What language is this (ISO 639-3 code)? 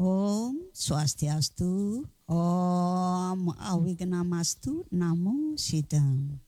ban